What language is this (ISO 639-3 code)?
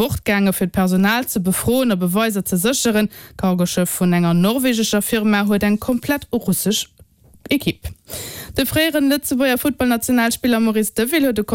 ltz